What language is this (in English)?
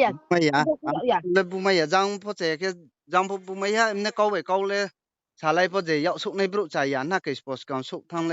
Riang (India)